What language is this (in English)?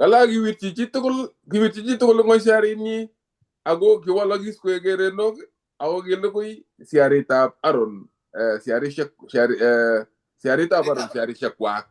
Kalenjin